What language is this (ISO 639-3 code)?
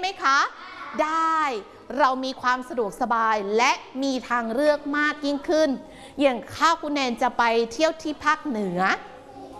tha